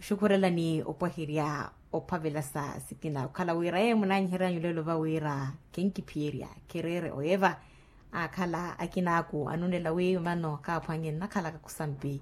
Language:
Makhuwa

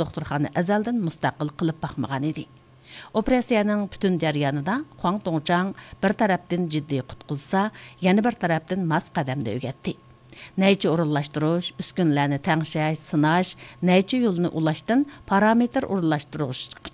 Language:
Uyghur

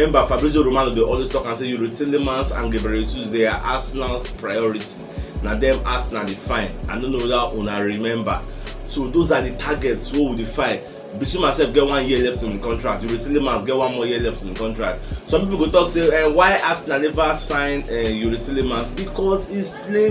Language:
Nigerian Pidgin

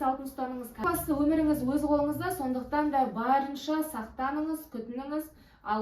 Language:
Kazakh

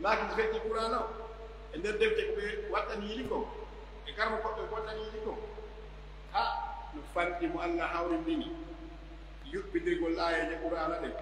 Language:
Pular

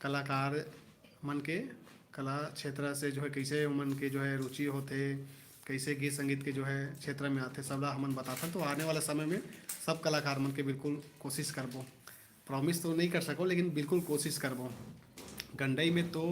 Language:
Chhattisgarhi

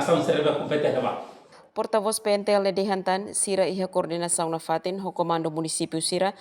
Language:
Tetum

